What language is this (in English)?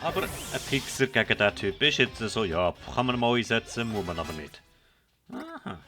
Swiss German